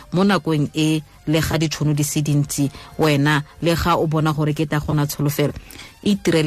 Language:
Tswana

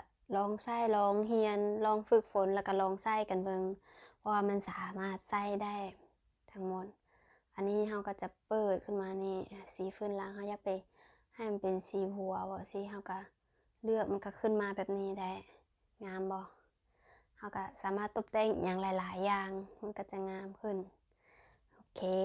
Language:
Lao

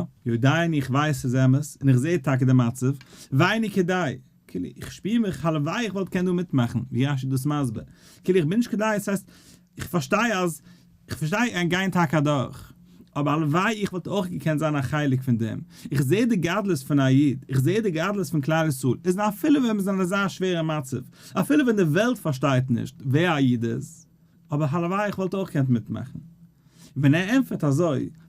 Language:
Yiddish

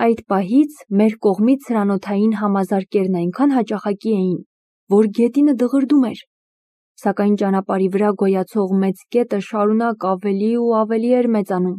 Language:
Armenian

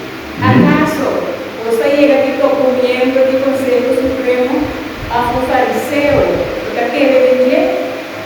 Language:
Papiamento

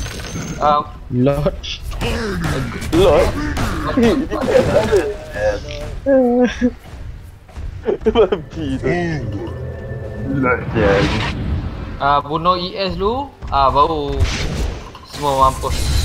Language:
Malay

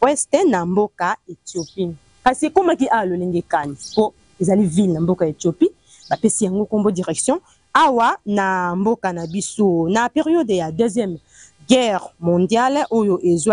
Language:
Lingala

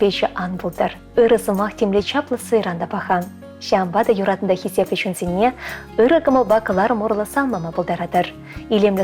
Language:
Chuvash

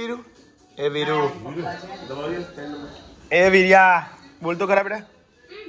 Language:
Gujarati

